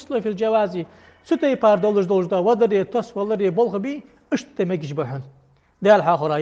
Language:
Ingush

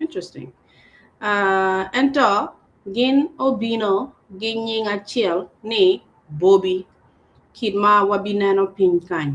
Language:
Acoli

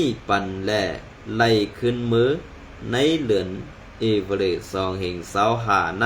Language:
Shan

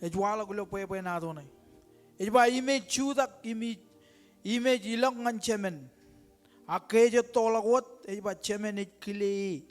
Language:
Marshallese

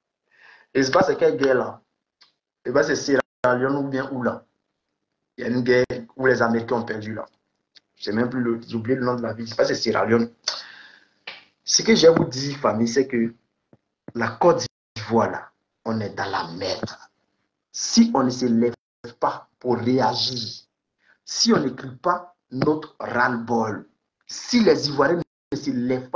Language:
French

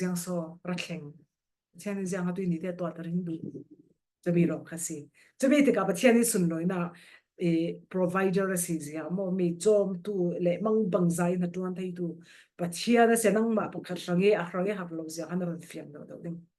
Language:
Falam Chin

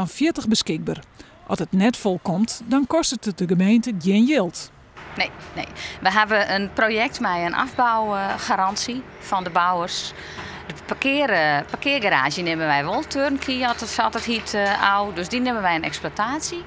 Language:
Western Frisian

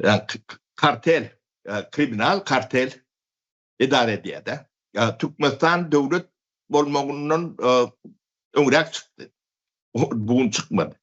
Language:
Turkmen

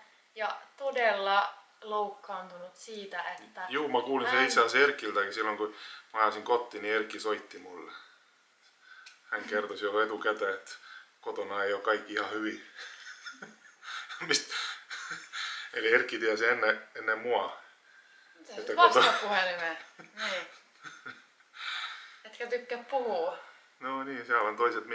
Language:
Finnish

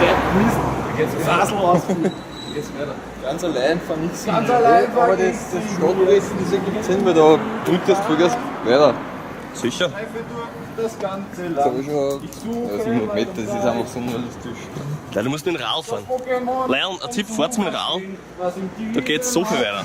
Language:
Bavarian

